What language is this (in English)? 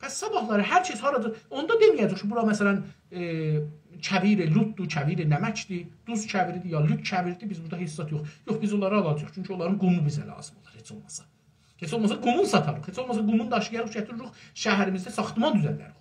South Azerbaijani